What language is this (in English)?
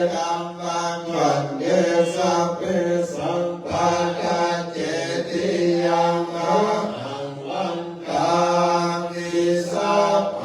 Pali